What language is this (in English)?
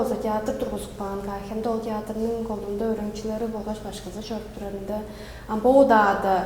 Tuvinian